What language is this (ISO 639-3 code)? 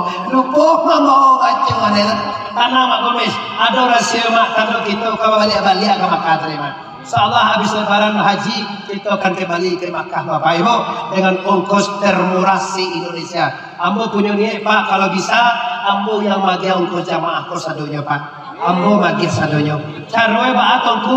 min